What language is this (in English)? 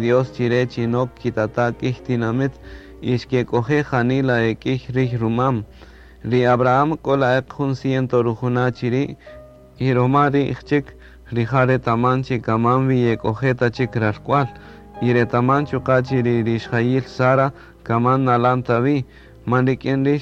Kaqchikel